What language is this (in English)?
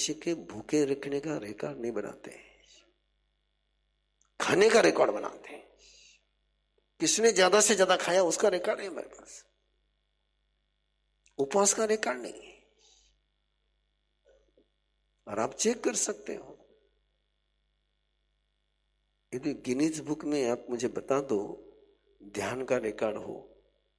Hindi